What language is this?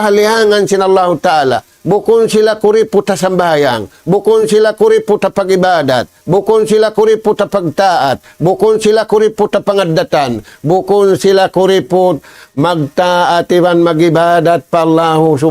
Tausug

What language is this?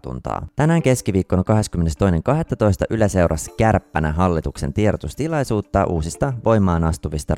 Finnish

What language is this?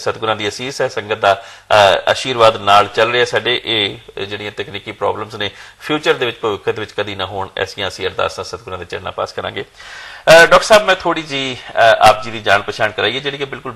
Punjabi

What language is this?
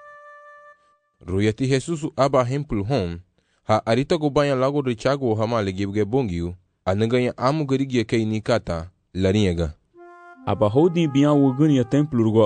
Garifuna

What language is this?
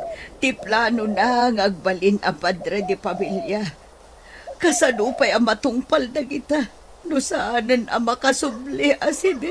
Iloko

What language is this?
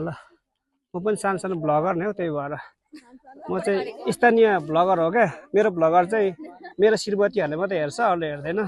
Nepali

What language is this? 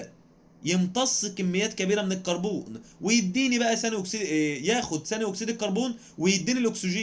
Egyptian Arabic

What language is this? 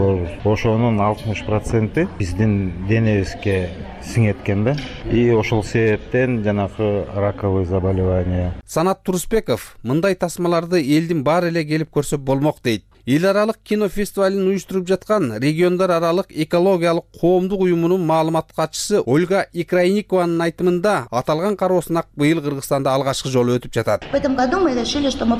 Kyrgyz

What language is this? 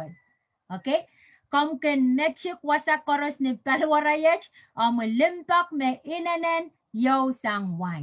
Pohnpeian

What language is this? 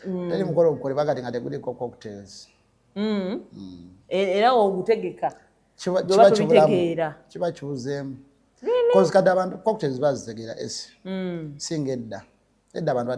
Ganda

